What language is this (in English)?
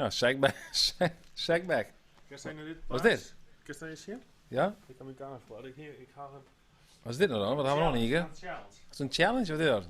Western Frisian